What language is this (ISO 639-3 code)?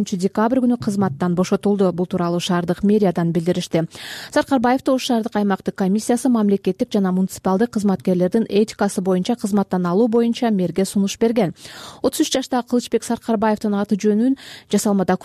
kir